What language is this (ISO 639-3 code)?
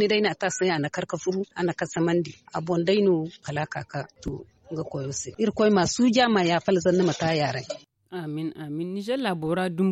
dje